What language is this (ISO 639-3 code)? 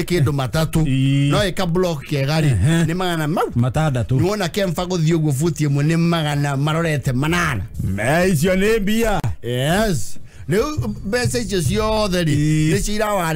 kik